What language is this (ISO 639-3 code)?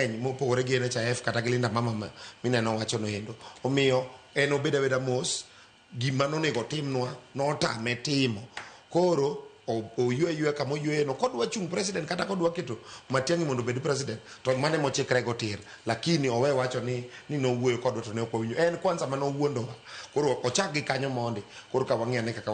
luo